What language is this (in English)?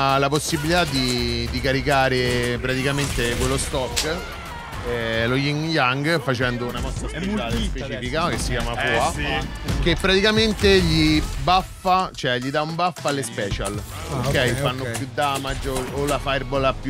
Italian